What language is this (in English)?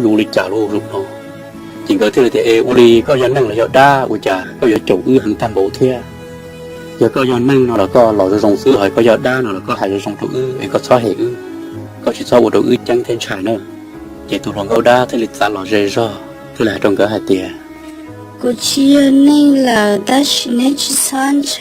Hmong